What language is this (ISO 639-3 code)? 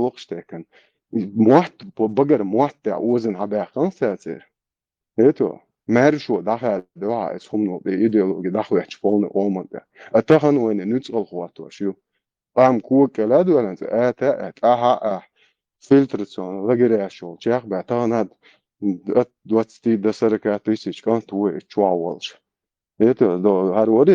che